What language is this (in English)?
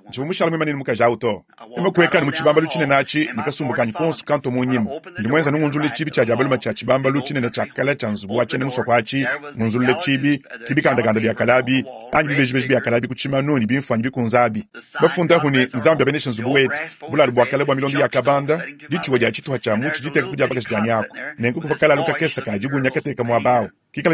Luba-Lulua